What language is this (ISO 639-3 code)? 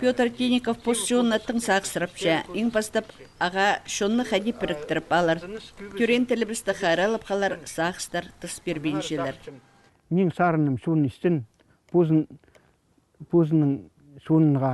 kjh